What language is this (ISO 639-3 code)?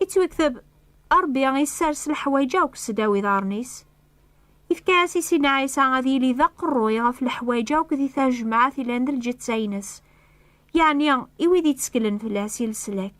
kab